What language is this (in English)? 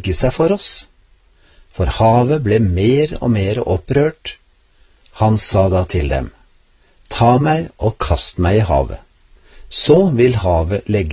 Norwegian